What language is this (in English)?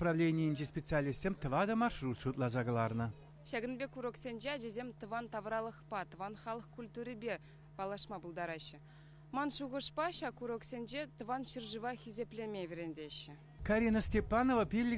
Chuvash